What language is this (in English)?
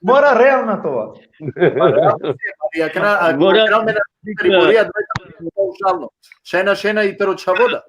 Balkan Romani